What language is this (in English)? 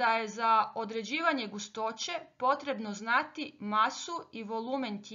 Croatian